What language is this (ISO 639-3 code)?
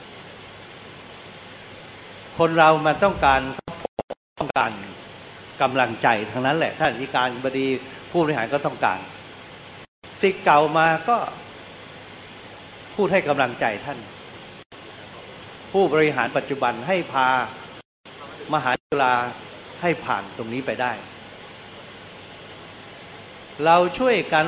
tha